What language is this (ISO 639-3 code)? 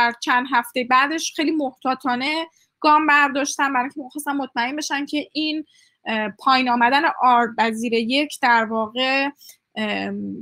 fas